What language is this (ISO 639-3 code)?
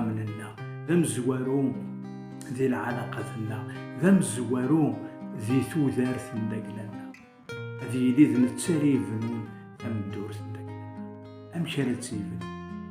kab